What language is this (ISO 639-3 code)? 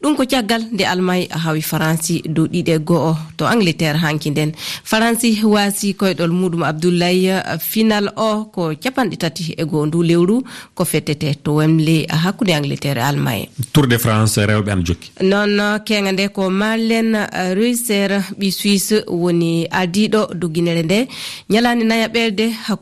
ful